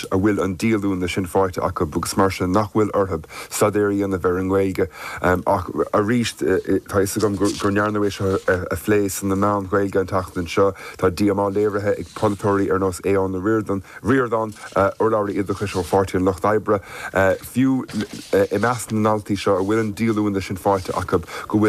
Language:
Irish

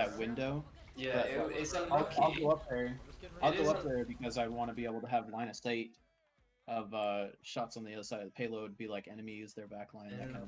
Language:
English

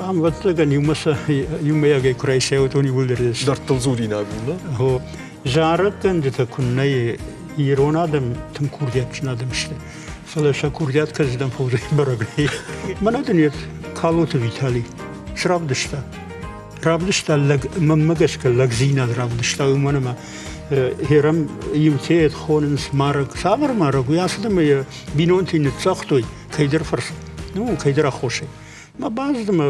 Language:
Ossetic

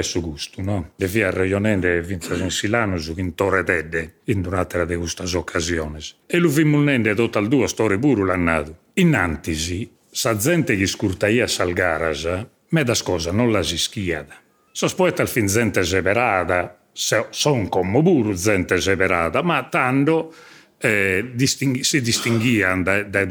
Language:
Sardinian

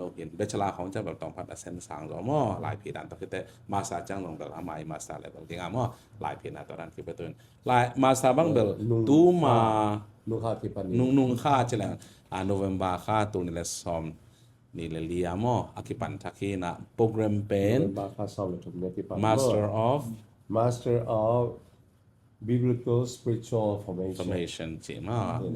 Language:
Tedim Chin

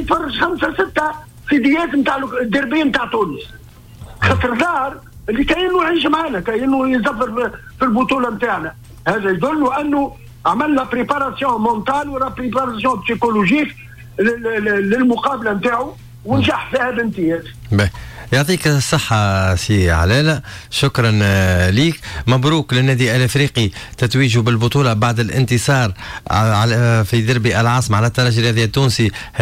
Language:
Tunisian Arabic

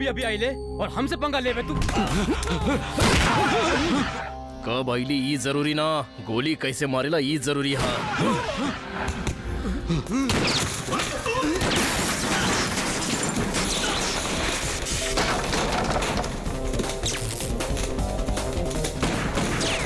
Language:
Bhojpuri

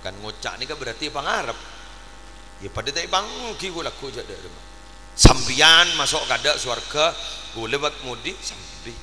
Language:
Madurese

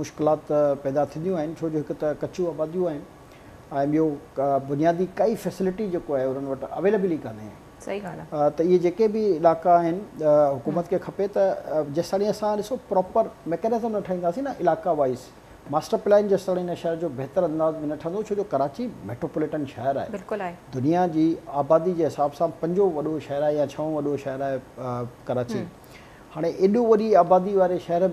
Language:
Sindhi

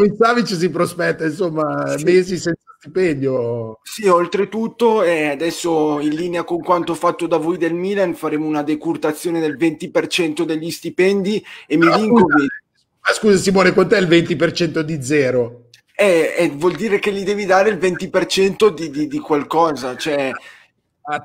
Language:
Italian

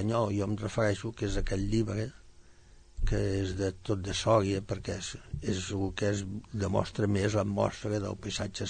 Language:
Catalan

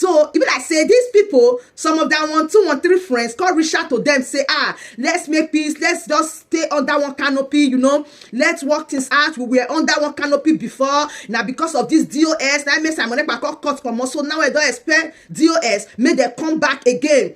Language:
Nigerian Pidgin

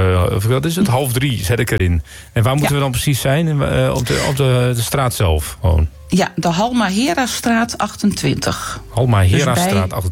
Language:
Dutch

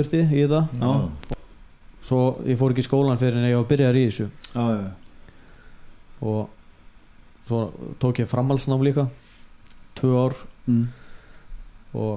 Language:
Icelandic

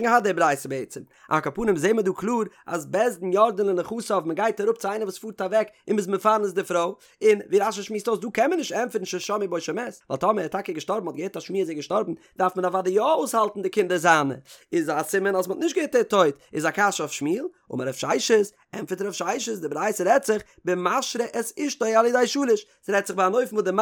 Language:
Yiddish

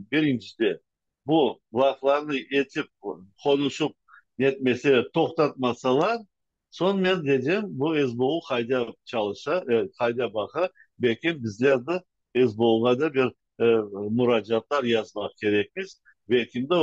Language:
Crimean Tatar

